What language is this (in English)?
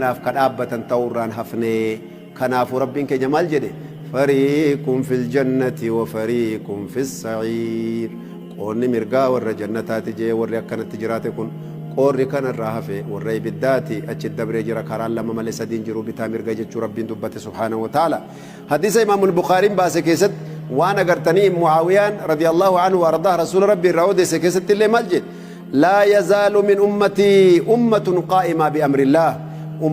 Oromo